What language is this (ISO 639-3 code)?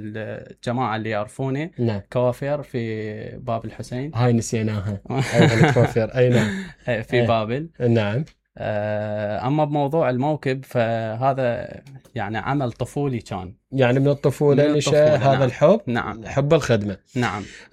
acm